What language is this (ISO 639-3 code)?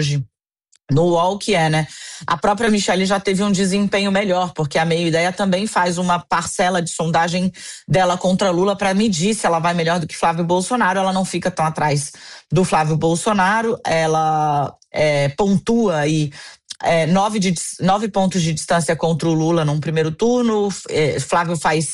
por